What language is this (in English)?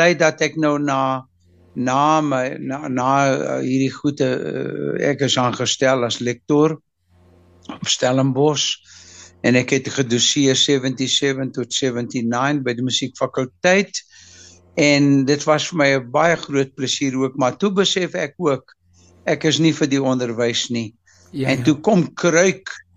Afrikaans